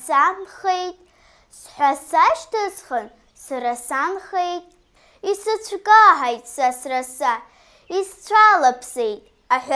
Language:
Abkhazian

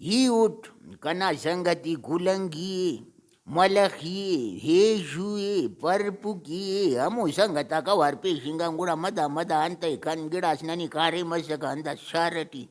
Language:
Brahui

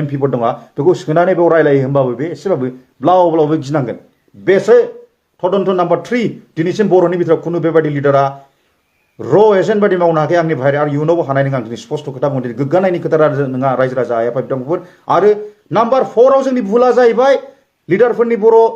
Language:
Bodo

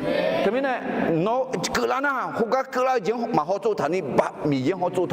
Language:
Akha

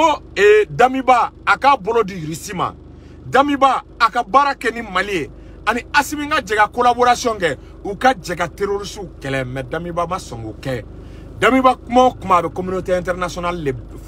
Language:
Bambara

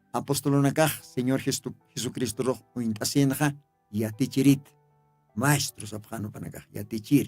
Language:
Aymara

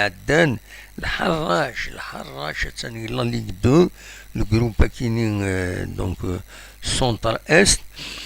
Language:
Kabyle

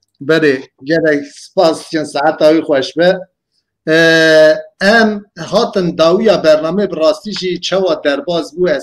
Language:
Kurdish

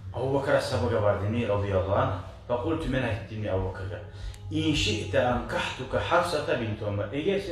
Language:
Kumyk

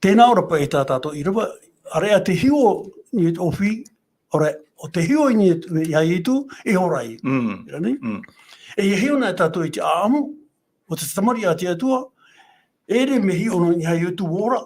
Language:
Tahitian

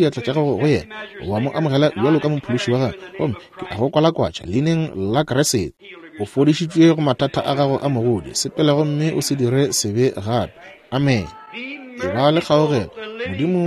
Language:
Northern Sotho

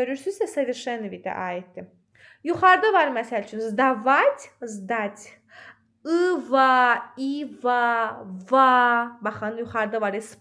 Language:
Azerbaijani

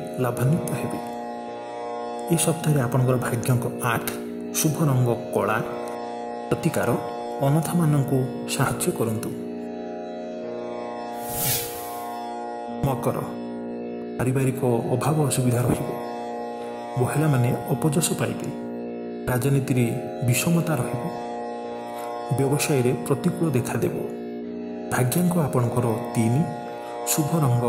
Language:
Odia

